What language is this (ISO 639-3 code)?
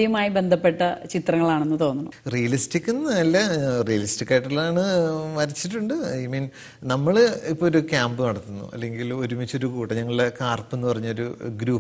mal